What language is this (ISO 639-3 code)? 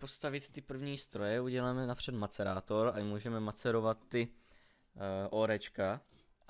ces